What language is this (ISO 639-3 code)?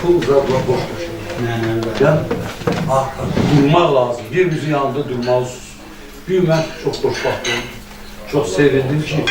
aze